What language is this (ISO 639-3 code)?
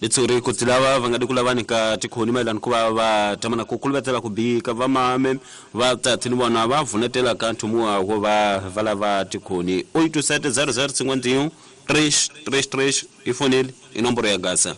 tso